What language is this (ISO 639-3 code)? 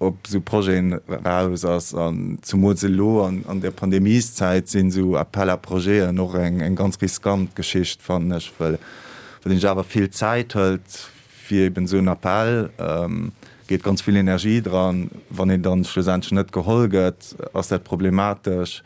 ltz